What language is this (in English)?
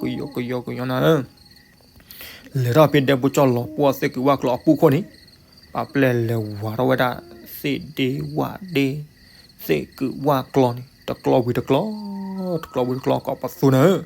S'gaw Karen